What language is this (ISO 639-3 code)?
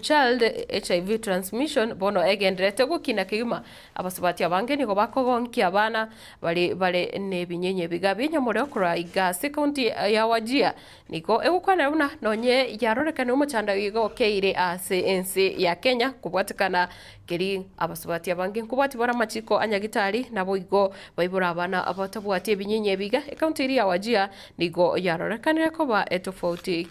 guz